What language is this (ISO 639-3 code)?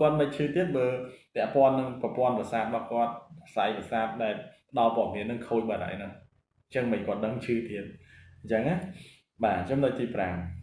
khm